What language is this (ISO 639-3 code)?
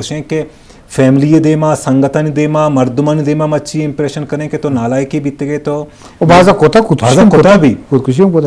bgp